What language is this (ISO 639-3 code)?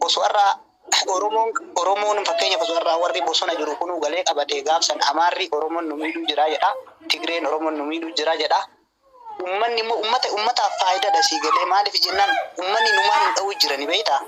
orm